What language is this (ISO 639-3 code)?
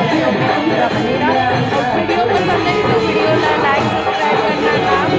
hne